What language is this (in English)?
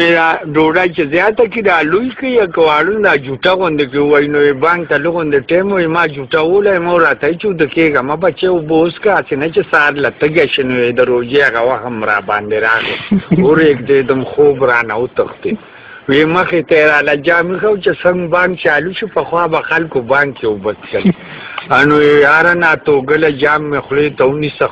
Pashto